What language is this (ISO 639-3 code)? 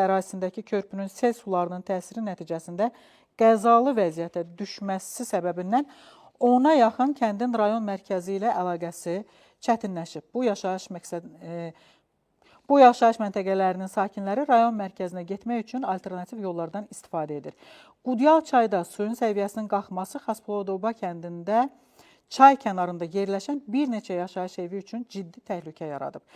aze